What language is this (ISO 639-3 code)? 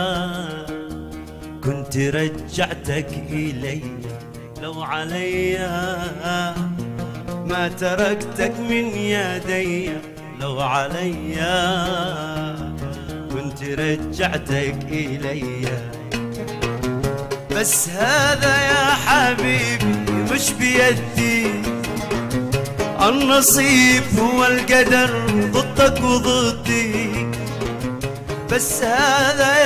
ara